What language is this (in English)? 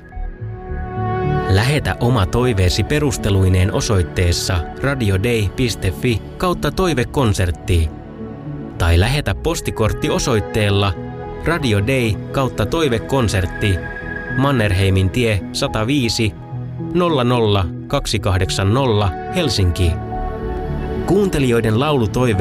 Finnish